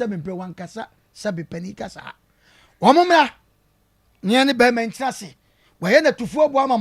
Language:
Akan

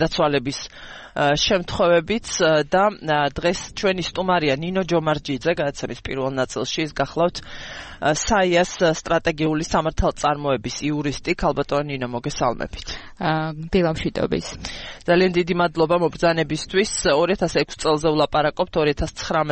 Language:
Georgian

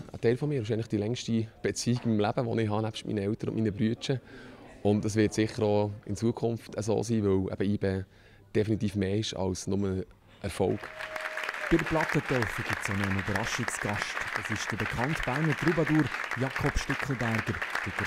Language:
Swiss German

